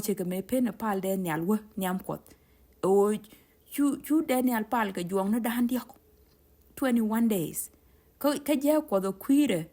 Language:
Nuer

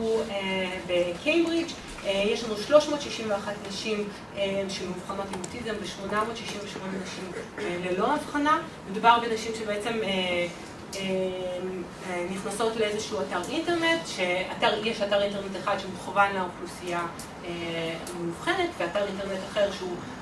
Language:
Hebrew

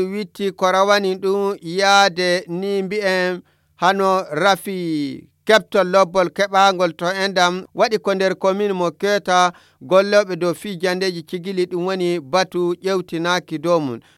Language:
Nigerian Fulfulde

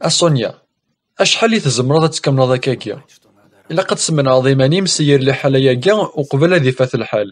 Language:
Kabyle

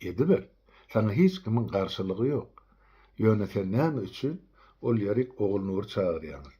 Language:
Turkmen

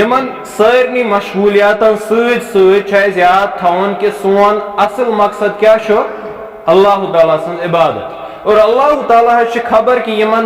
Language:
Kashmiri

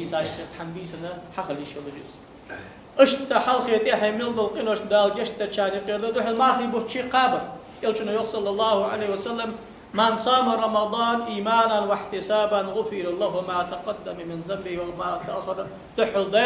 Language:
Ingush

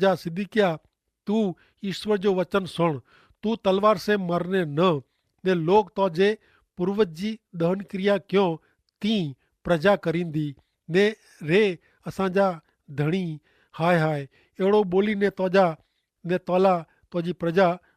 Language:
Kachhi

